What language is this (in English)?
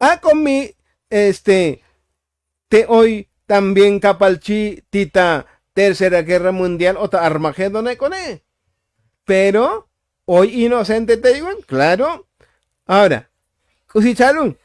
Tzotzil